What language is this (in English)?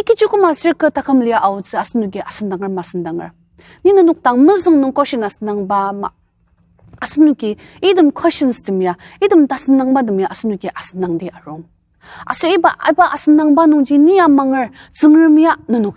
Ao Naga